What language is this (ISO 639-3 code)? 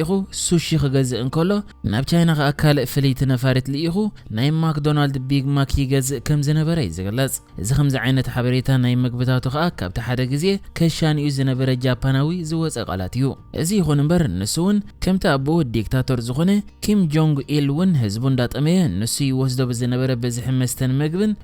tir